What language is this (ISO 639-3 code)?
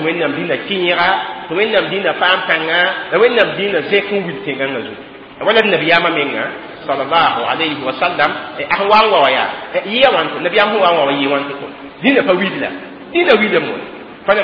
mos